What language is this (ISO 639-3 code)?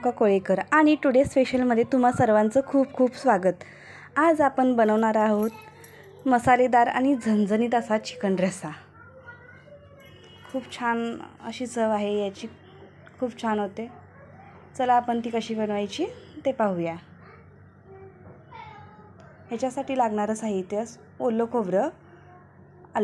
mar